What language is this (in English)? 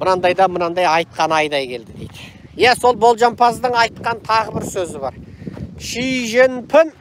Kazakh